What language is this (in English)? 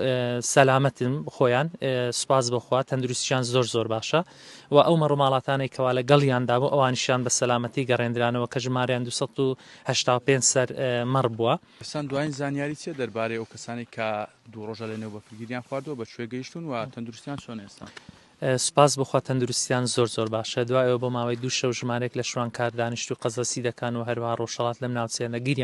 Central Kurdish